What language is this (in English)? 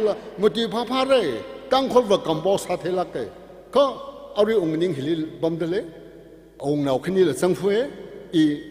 Tangkhul Naga (India)